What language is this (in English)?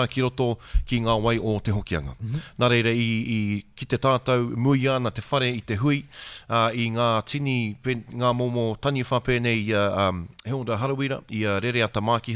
Māori